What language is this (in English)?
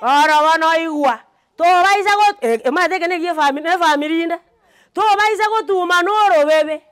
Gusii